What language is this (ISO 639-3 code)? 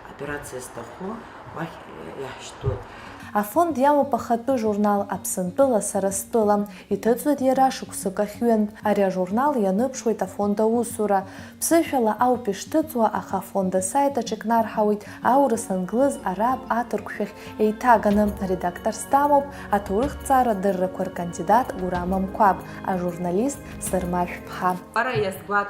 abk